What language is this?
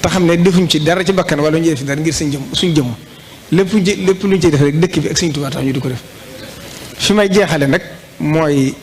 Wolof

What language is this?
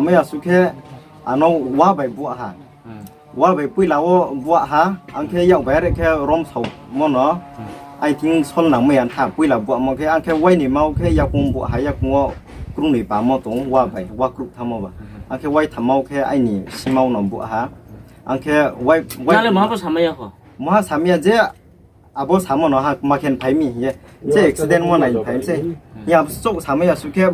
Riang (India)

